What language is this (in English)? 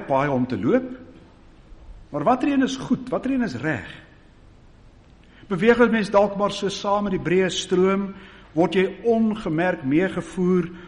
Afrikaans